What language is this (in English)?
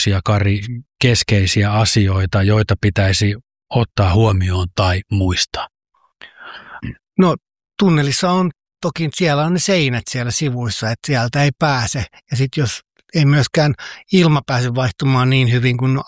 Finnish